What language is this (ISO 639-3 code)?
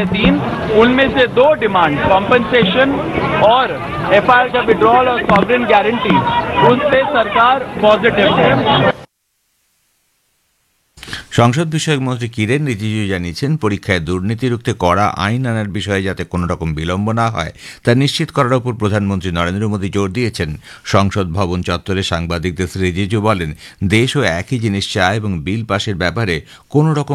ben